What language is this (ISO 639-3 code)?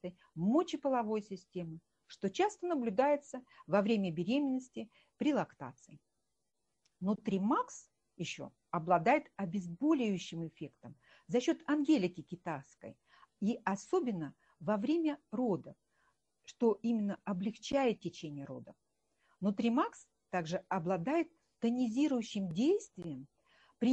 rus